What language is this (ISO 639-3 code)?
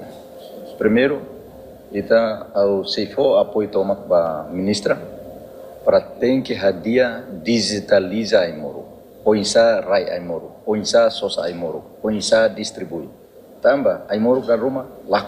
tet